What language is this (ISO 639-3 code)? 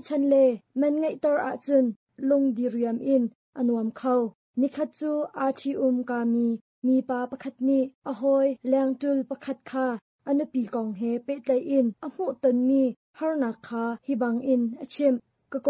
cnh